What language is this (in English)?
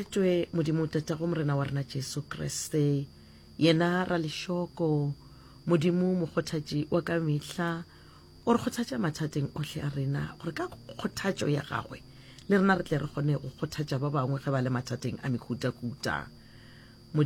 Northern Sotho